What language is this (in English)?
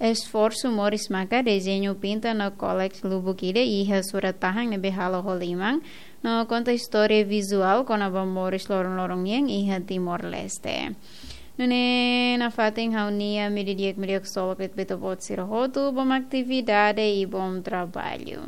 Tetum